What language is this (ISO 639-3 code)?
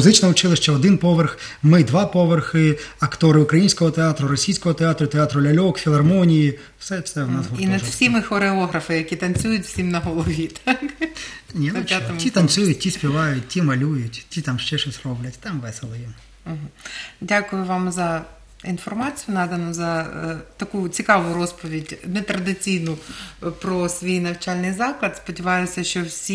ukr